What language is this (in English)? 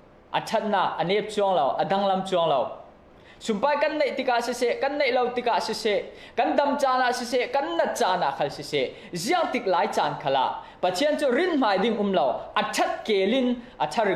Falam Chin